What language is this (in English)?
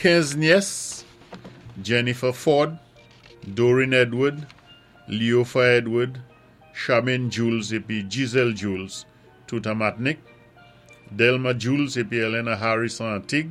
Saint Lucian Creole French